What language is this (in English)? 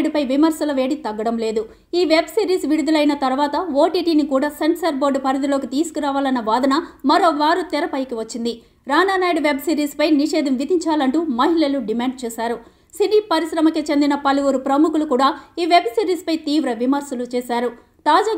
Telugu